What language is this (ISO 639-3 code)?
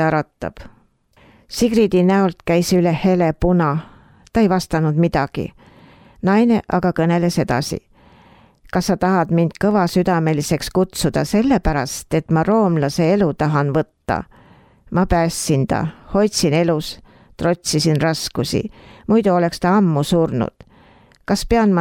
est